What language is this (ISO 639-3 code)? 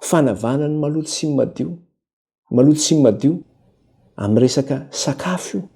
mlg